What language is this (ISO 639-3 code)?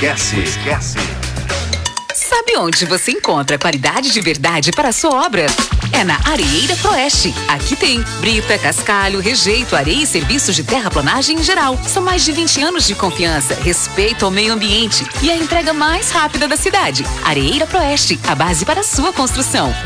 por